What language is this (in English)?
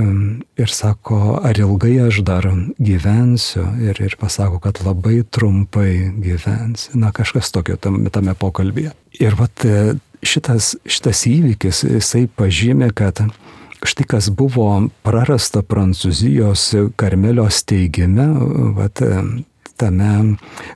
Lithuanian